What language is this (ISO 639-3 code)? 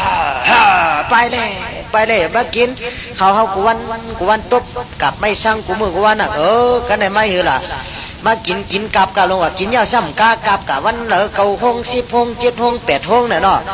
shn